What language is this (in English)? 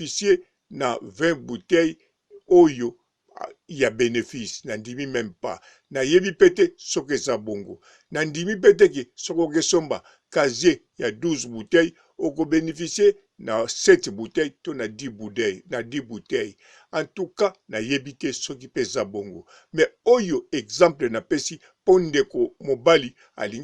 Lingala